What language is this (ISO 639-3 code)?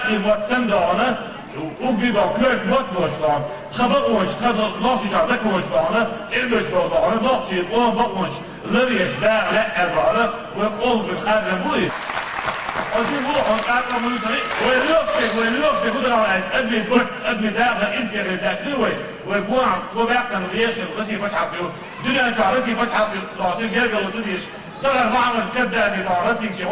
che